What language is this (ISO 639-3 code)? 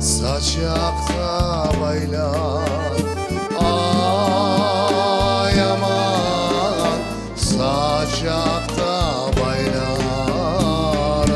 crh